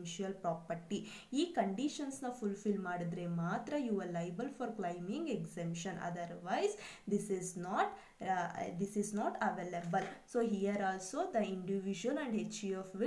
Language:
Kannada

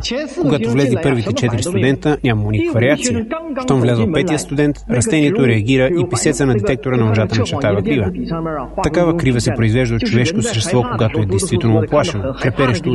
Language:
Bulgarian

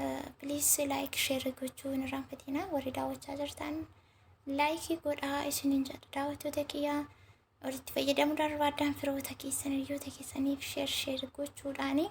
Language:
Oromo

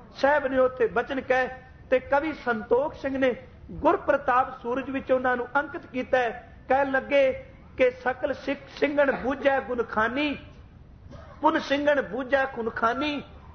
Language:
Punjabi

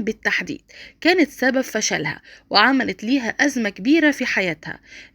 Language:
Egyptian Arabic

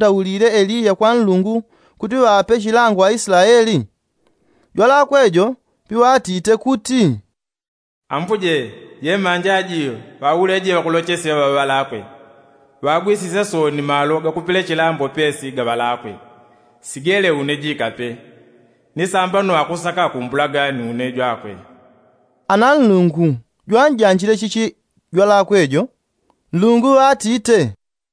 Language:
Yao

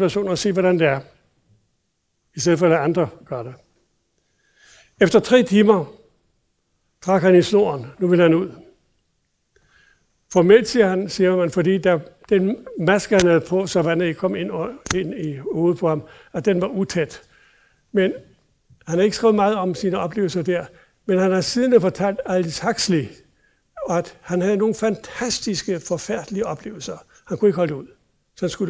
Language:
Danish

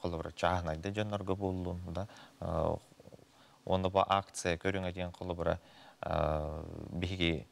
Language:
Yakut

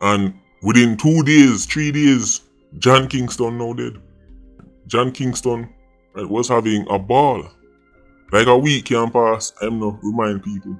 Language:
Jamaican Creole English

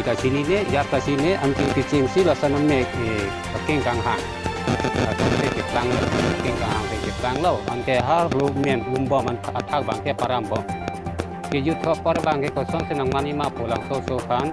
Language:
Karbi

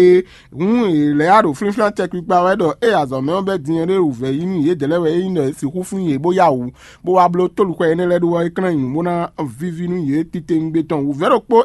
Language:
Fon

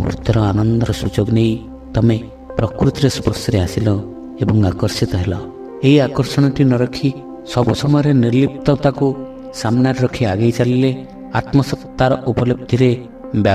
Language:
Odia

